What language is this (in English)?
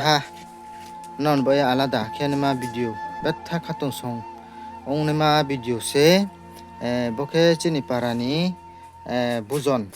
Riang (India)